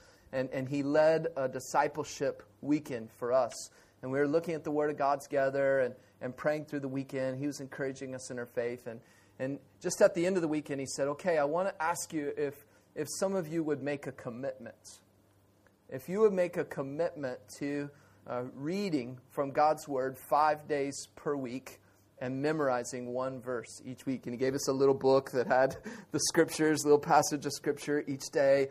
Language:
English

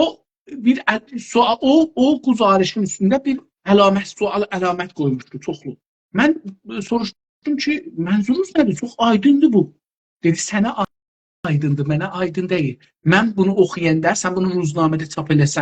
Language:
South Azerbaijani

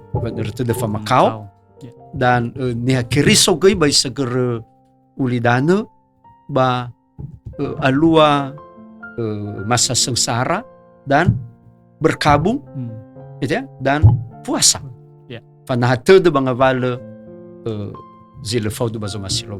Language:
Nias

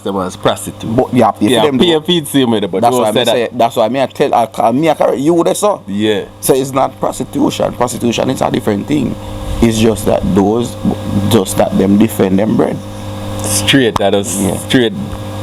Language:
Jamaican Creole English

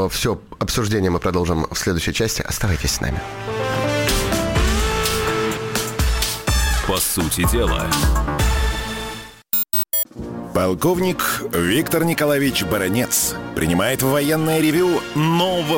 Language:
Russian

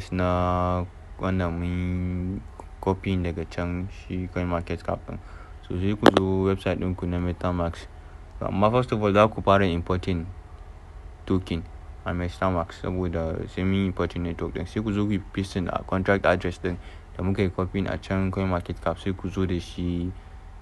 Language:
Hausa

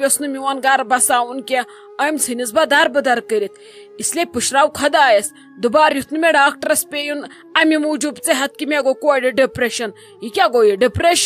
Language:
Kashmiri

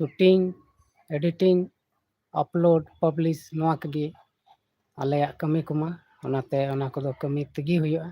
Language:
Santali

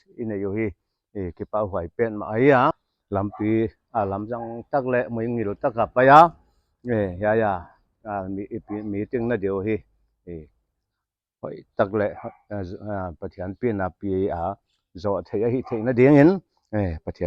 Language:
Paite Chin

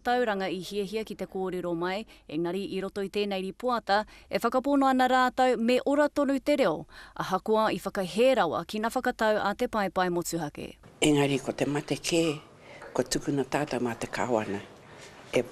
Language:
Māori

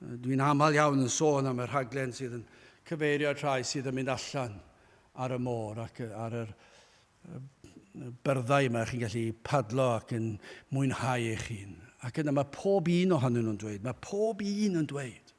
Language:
Welsh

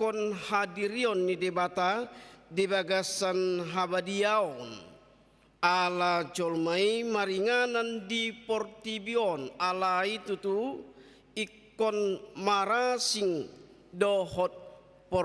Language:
Batak Toba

